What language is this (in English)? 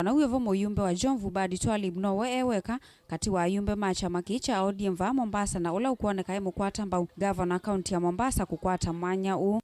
Kamba